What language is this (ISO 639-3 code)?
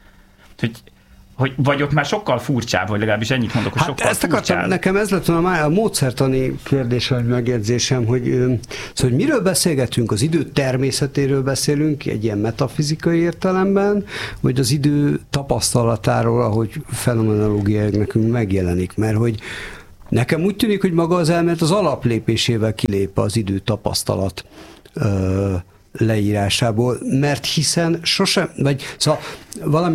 hun